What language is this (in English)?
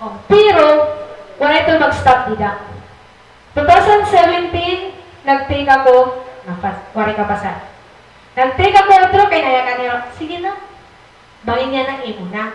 Waray